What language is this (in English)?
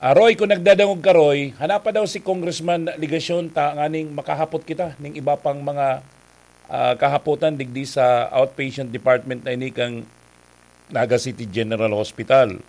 Bikol